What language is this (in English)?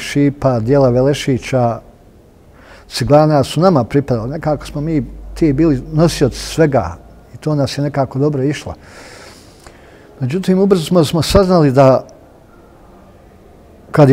Bosnian